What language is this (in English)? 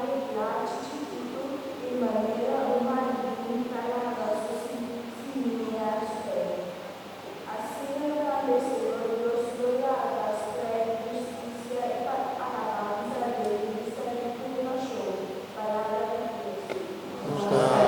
Papiamento